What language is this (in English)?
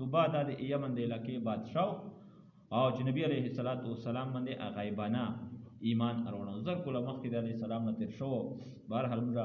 Pashto